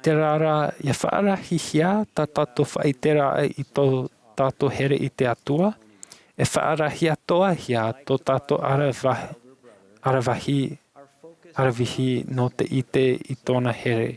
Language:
Tahitian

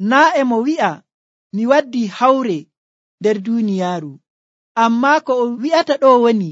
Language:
Nigerian Fulfulde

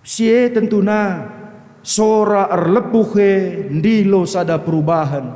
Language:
Batak Karo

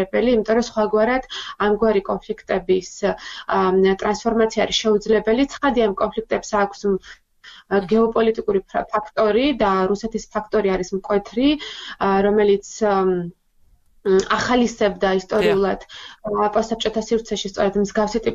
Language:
Georgian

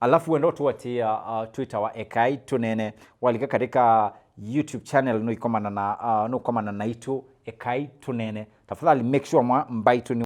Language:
Kamba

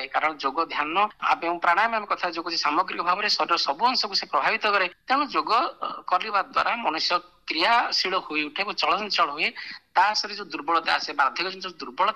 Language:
Odia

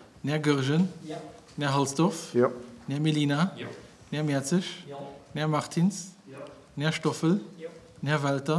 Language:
Luxembourgish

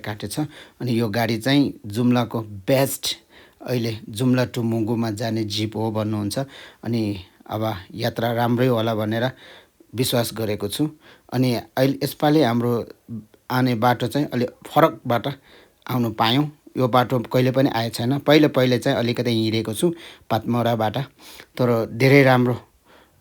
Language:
Nepali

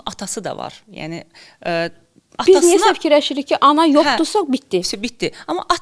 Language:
Azerbaijani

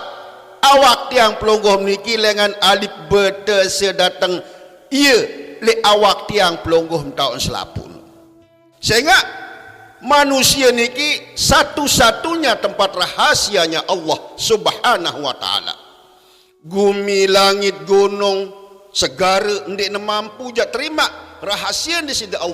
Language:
Sasak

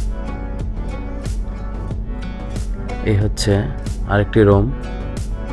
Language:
Bangla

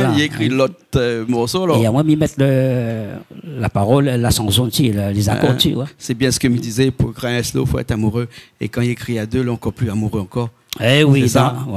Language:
Réunion Creole French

